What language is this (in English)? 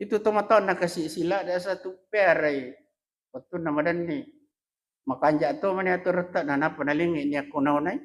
Buginese